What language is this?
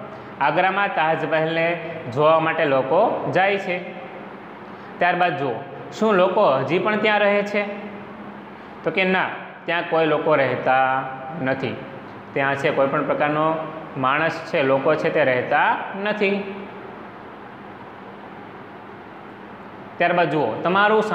Gujarati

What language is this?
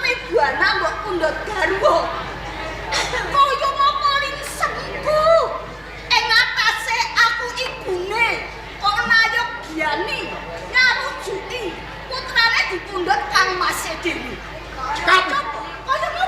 Javanese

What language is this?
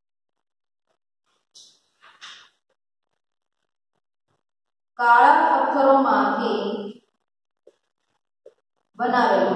Gujarati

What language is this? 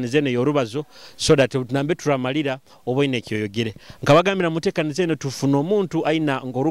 Nyoro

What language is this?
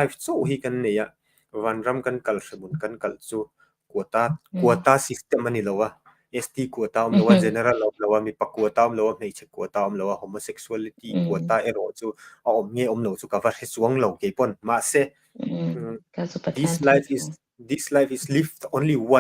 Mizo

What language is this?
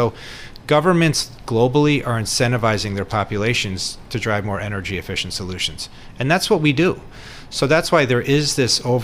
English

